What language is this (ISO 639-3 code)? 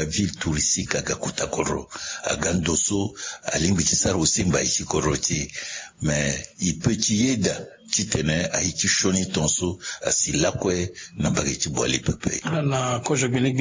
sag